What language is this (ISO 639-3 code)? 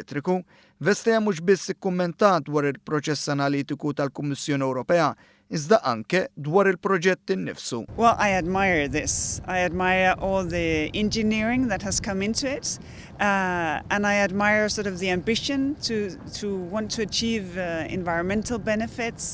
mlt